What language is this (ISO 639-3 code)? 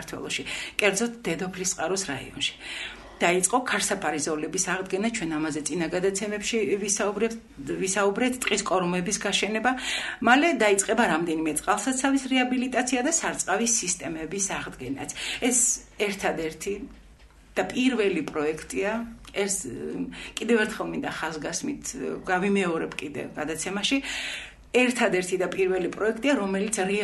kat